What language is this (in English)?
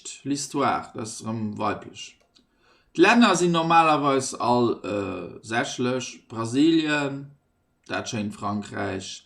Luxembourgish